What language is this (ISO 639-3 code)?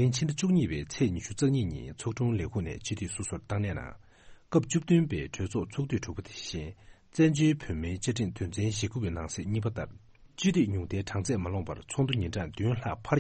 bod